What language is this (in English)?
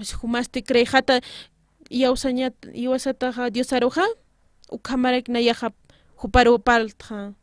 Aymara